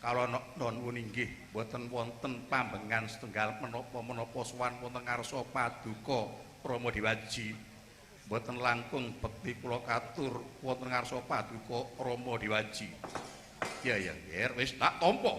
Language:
Javanese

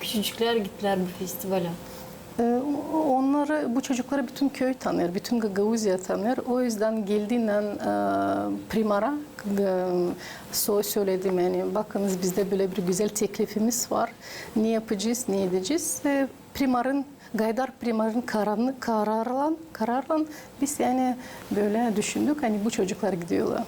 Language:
Gagauz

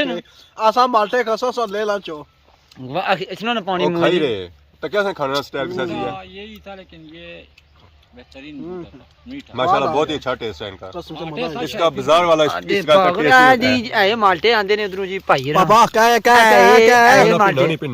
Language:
Pahari-Potwari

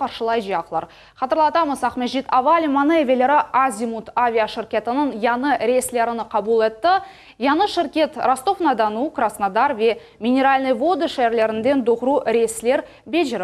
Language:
Crimean Tatar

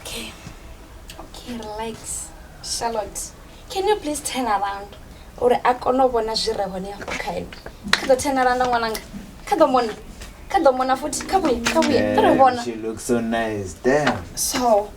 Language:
Venda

